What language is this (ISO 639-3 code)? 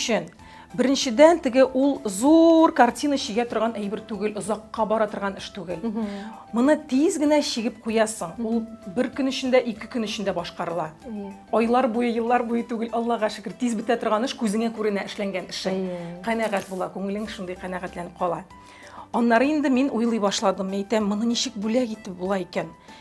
tat